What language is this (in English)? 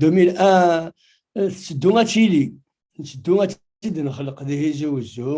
Kabyle